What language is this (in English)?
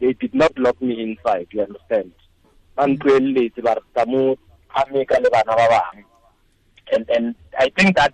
Tswana